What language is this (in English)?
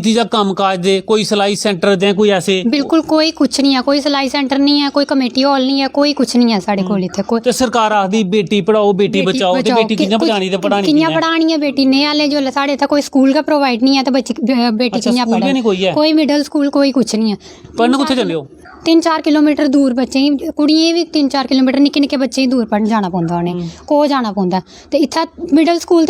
Dogri